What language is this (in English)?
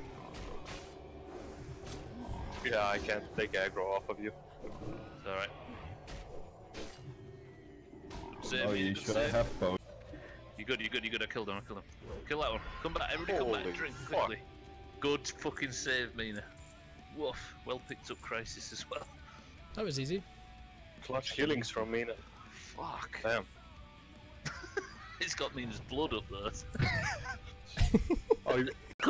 English